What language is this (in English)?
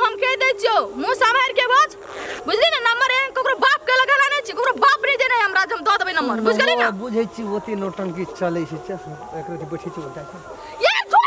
Maithili